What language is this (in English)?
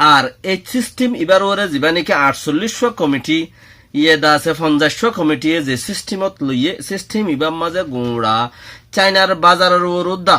Rohingya